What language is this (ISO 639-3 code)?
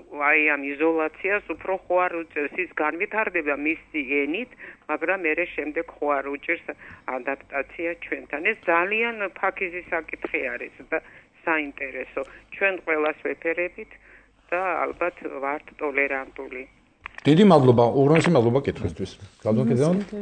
kat